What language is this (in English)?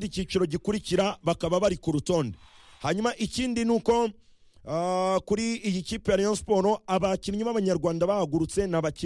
Kinyarwanda